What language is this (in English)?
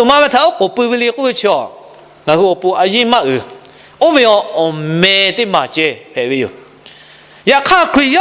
Lahu